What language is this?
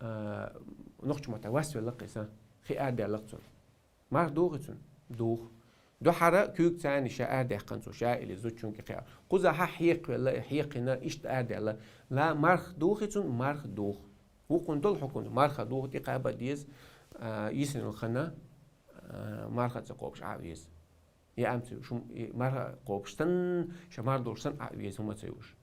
Chechen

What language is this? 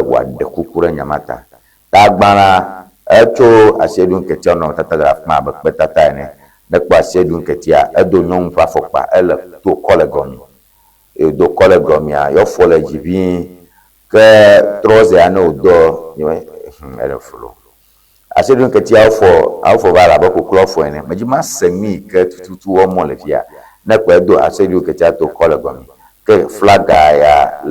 Ewe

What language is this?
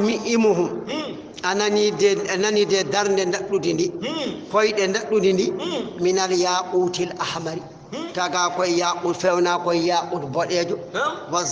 Fula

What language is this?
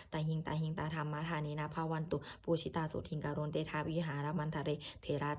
Pali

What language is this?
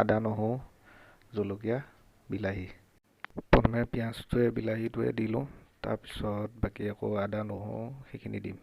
Assamese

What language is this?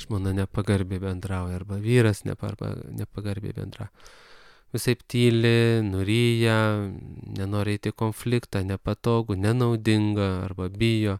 Lithuanian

